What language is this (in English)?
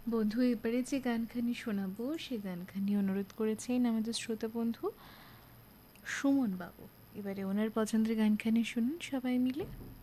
Bangla